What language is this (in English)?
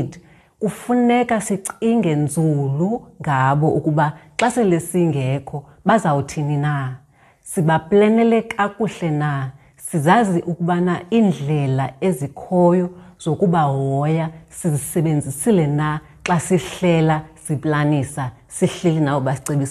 Xhosa